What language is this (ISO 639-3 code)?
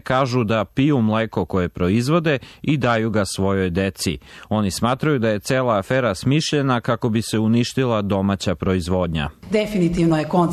srp